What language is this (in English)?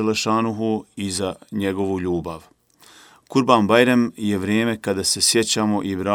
Bosnian